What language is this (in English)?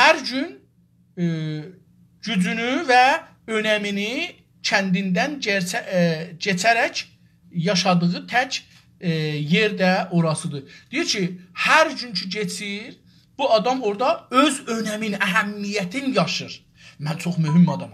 South Azerbaijani